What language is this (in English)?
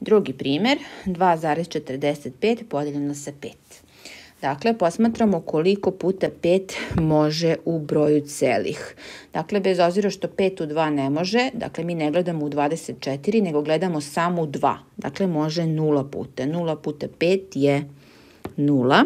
Serbian